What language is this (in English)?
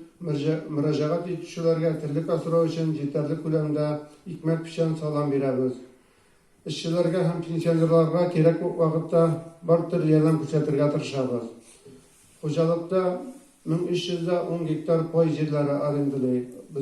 Tatar